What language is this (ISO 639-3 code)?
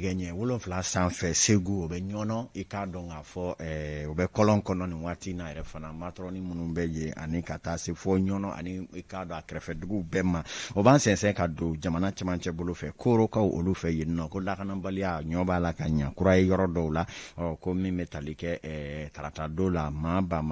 bam